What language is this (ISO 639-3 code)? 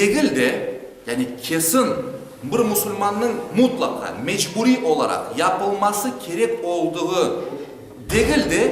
crh